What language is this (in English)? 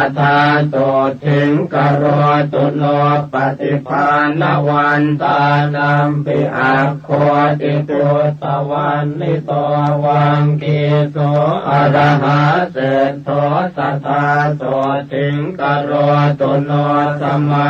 Pali